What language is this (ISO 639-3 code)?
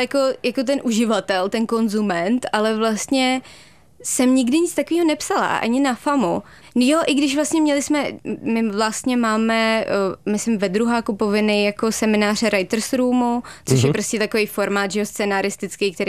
ces